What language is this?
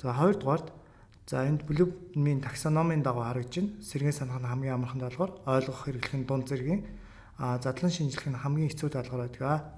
Mongolian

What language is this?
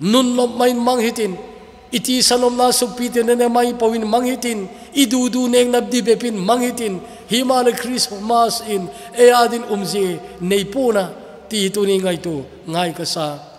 Thado Chin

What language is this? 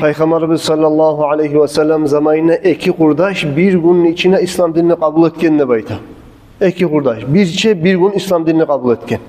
Kumyk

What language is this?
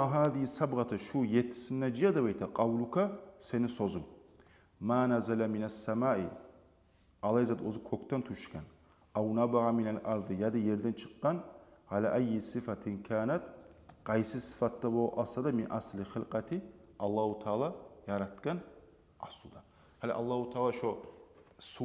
Kumyk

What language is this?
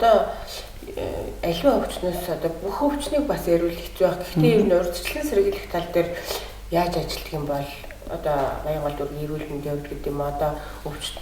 Mongolian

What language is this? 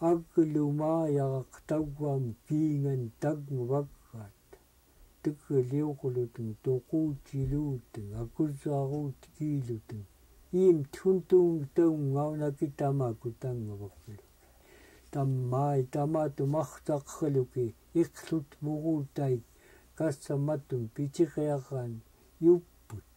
Central Yupik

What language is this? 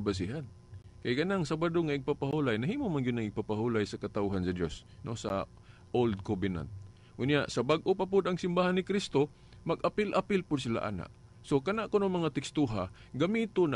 Cebuano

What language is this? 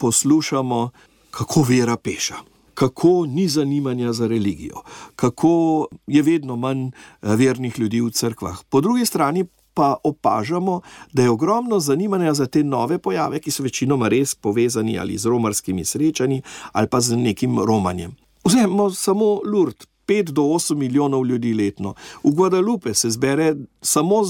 Slovenian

